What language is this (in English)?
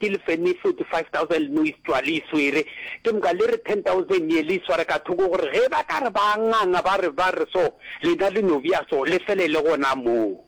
Northern Sotho